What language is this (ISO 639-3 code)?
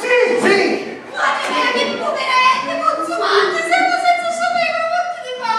scn